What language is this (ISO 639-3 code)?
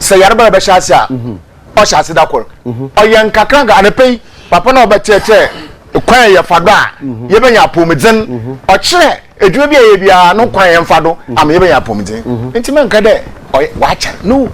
aka